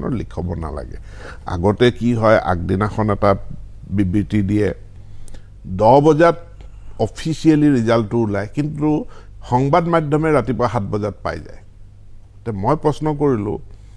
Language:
Assamese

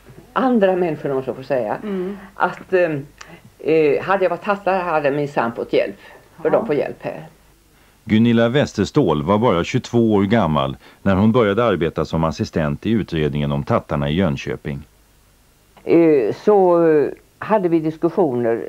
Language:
Swedish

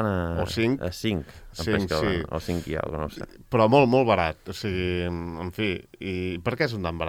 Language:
Catalan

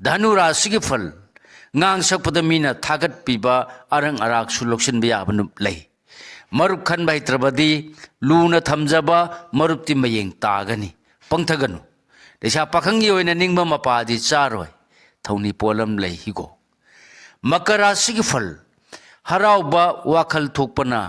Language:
Manipuri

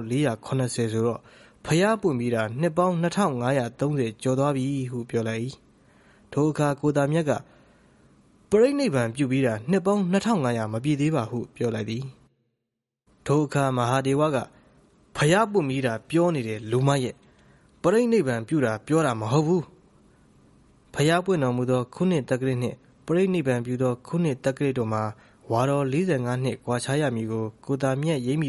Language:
Burmese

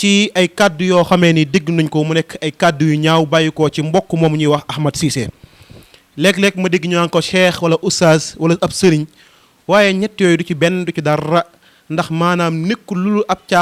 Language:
Wolof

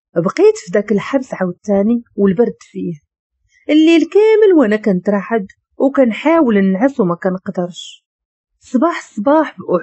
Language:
Moroccan Arabic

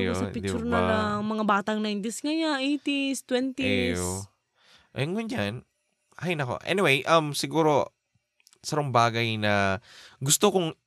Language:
Bikol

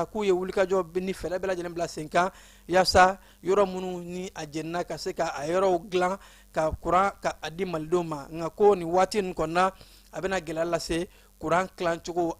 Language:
Bambara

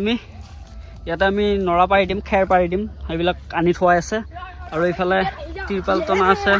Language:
Assamese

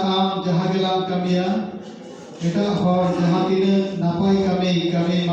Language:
Santali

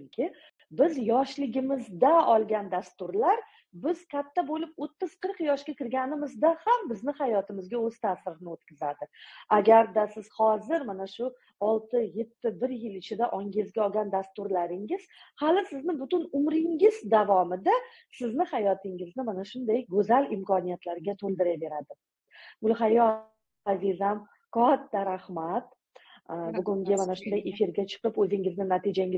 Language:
Uzbek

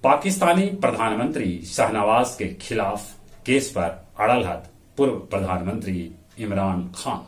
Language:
Magahi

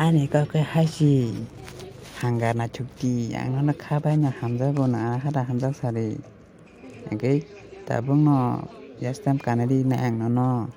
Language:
Kok Borok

